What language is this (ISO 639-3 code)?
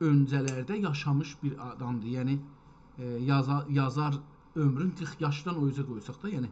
azb